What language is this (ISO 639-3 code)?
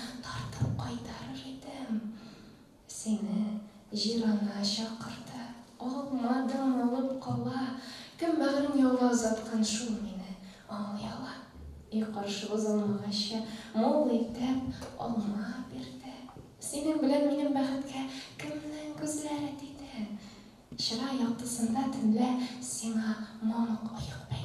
tat